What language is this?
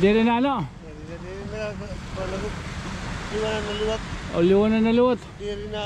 Waray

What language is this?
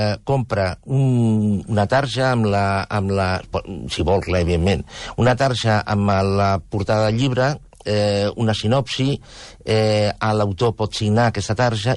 Catalan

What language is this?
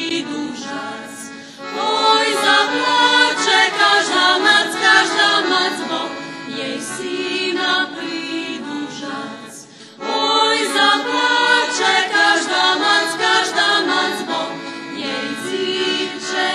Rusyn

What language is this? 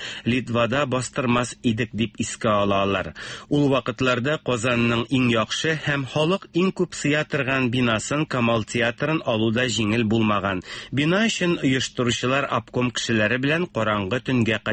Tatar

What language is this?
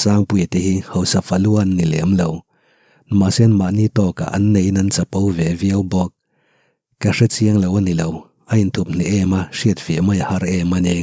Mizo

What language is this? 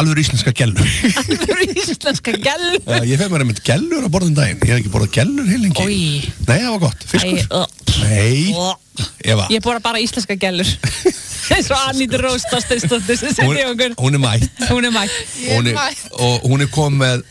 Icelandic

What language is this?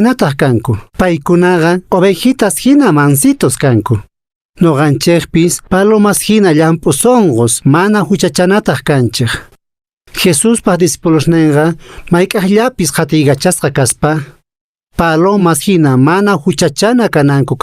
Quechua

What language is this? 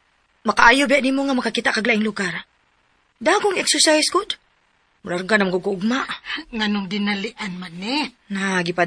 Cebuano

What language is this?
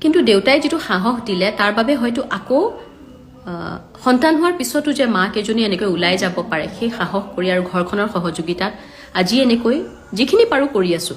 Assamese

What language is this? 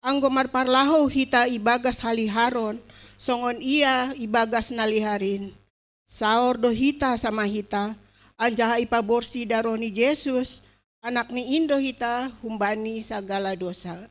Batak Simalungun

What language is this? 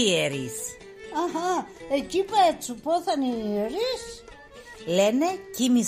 Pontic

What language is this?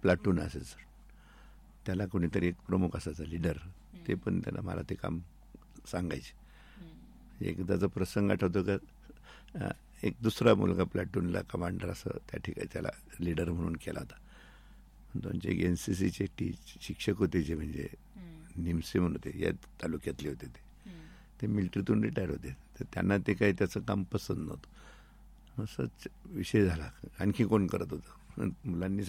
Marathi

